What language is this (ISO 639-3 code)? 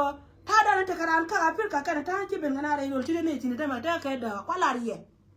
nus